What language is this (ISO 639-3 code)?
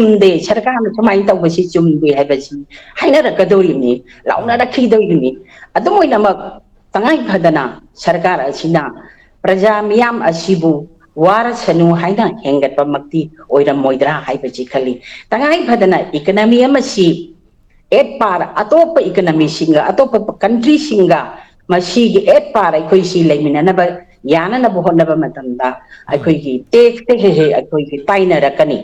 mni